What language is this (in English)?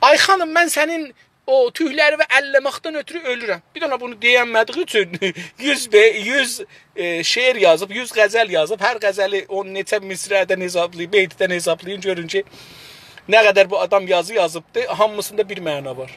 South Azerbaijani